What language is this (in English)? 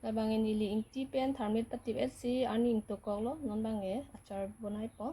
Karbi